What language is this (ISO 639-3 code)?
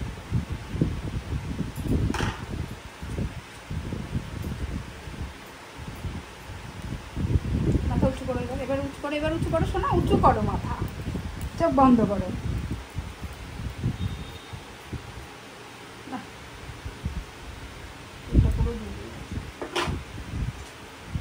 ben